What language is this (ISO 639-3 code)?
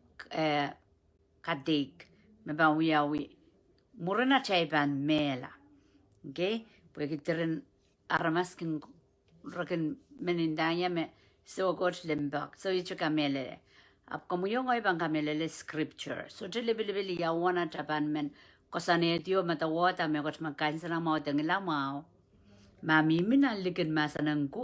pon